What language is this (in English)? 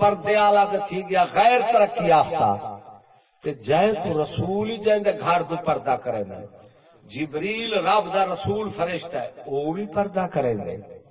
Saraiki